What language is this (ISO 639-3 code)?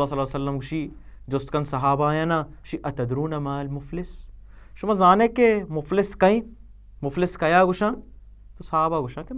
bal